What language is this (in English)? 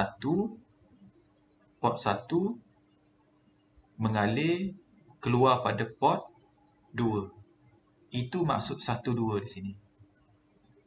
Malay